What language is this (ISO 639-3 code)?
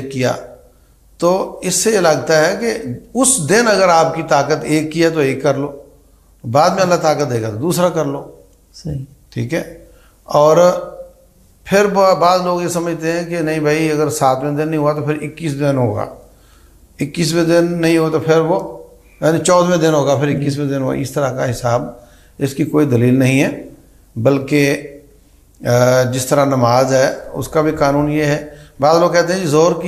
urd